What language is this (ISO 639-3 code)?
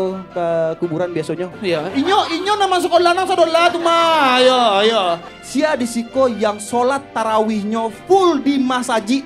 min